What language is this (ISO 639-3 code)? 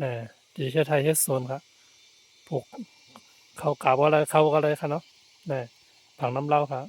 shn